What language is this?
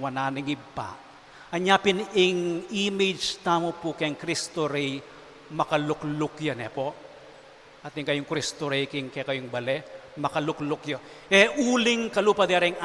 Pampanga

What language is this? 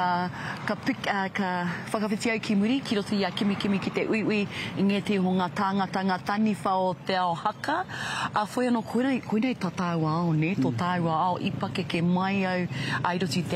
Māori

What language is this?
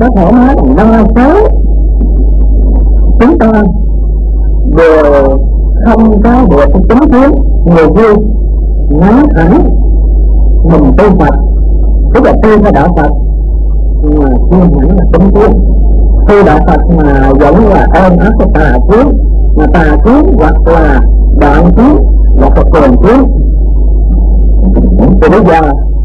Vietnamese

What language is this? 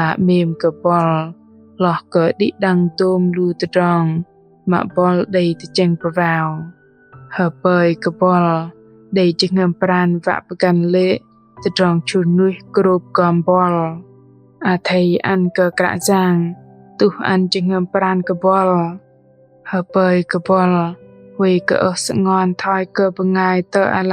Bahnar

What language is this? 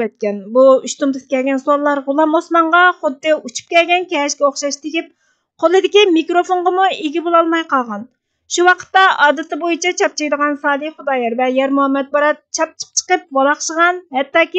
Uyghur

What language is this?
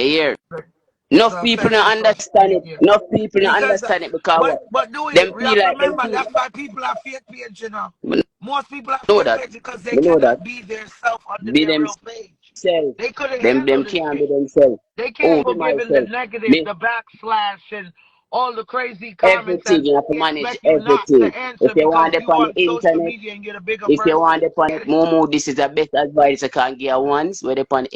Jamaican Creole English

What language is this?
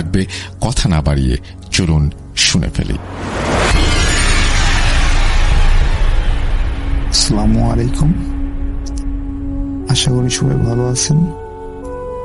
Bangla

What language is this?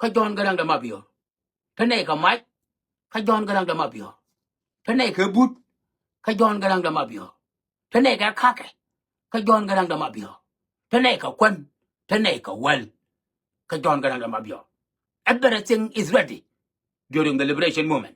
Nuer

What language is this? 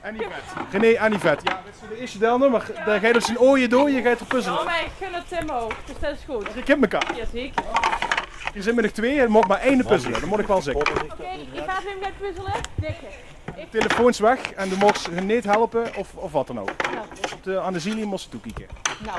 Limburgish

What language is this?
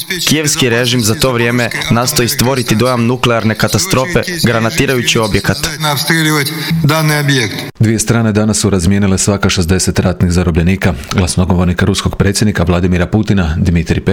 Croatian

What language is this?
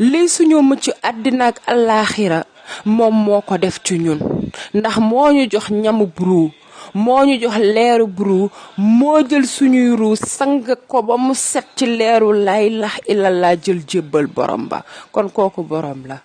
Wolof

